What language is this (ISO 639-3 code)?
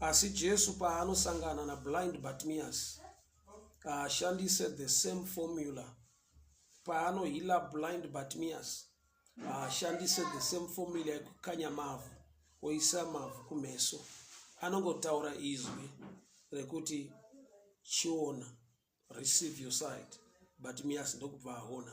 sna